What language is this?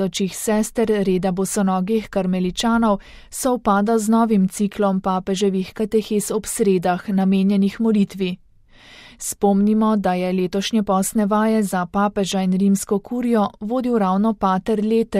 Slovenian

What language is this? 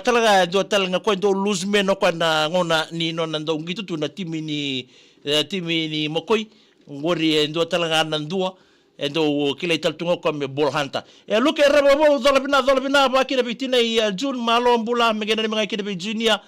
Fijian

